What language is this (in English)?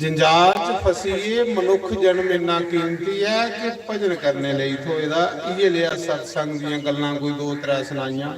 Dogri